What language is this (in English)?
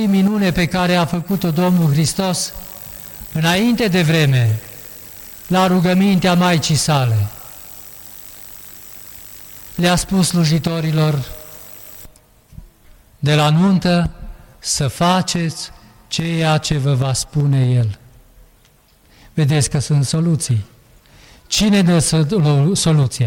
Romanian